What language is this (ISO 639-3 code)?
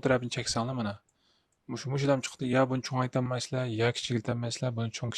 uig